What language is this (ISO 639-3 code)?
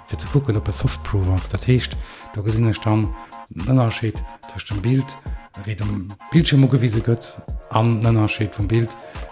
ltz